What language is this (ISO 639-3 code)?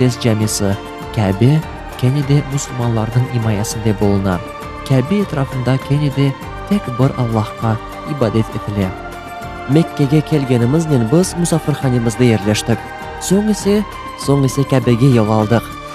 crh